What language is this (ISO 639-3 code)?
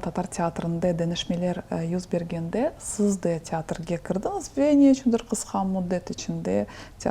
crh